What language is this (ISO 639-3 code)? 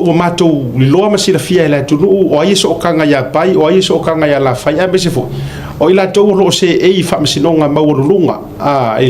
smo